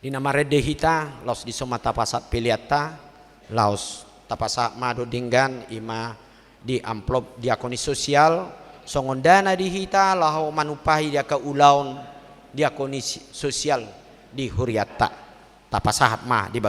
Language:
Batak Toba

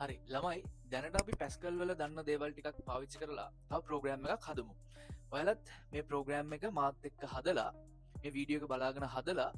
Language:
Sinhala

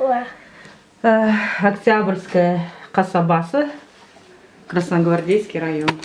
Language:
Crimean Tatar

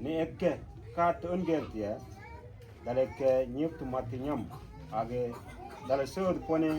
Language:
Mabaan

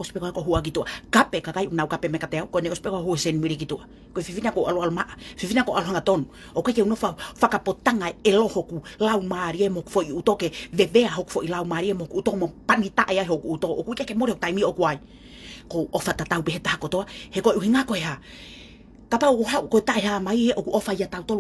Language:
Tongan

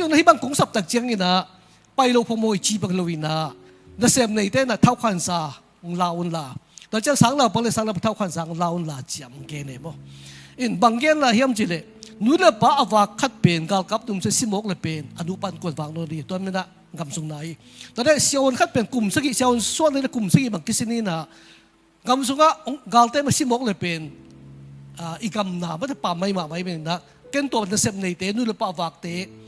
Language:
Tedim Chin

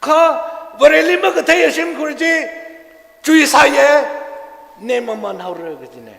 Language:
Tangkhul Naga (India)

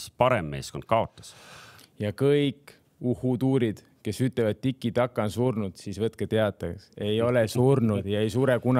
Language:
Estonian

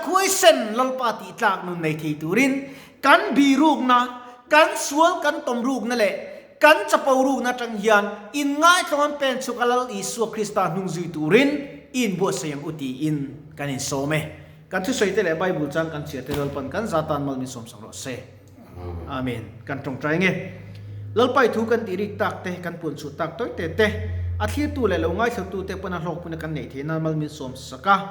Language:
Mizo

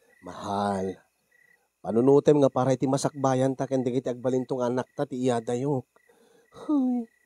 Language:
Iloko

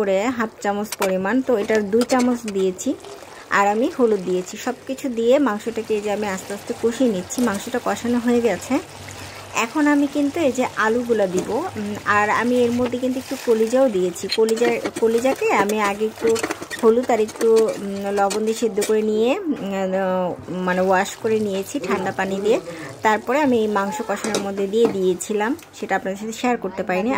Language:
Bangla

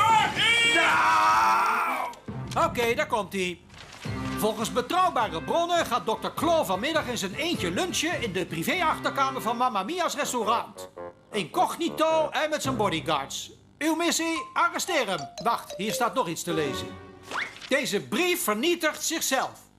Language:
Dutch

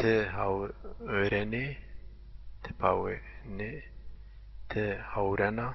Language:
Zaza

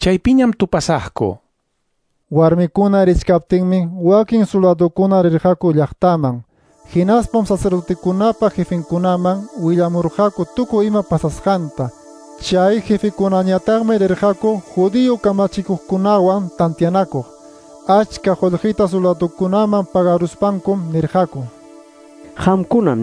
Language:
Quechua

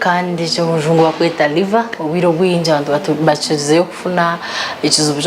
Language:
Nyankole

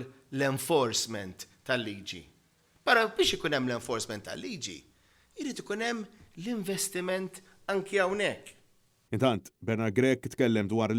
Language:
Maltese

